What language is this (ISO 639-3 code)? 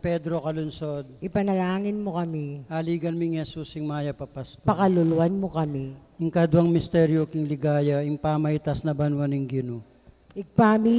pam